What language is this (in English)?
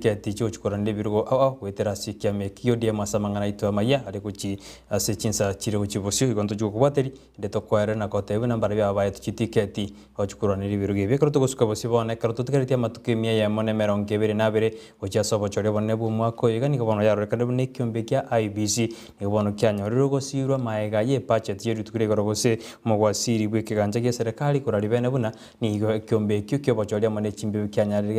Gusii